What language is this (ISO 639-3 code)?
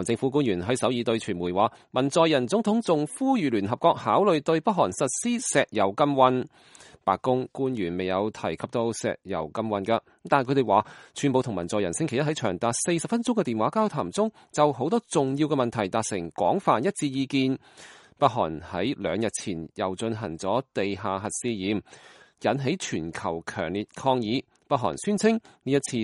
yue